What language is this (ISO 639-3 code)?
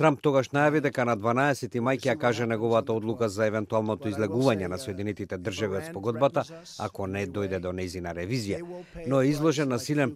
mkd